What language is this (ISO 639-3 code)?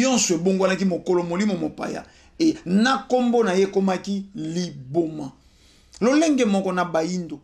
lin